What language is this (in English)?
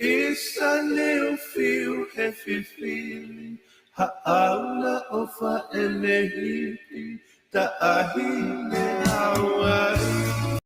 Tongan